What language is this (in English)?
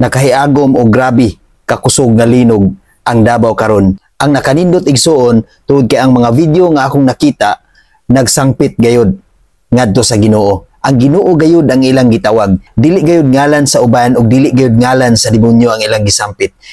Cebuano